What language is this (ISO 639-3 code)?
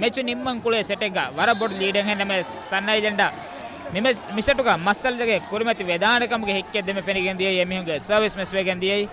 div